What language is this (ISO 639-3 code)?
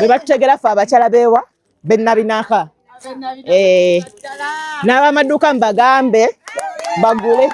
lug